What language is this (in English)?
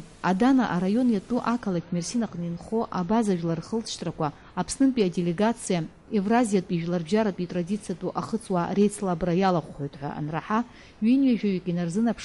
Abkhazian